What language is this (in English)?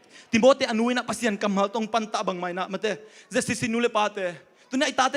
Tedim Chin